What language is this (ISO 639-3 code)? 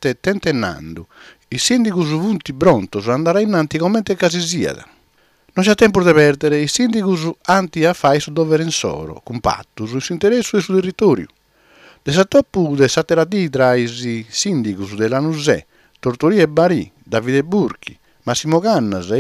srd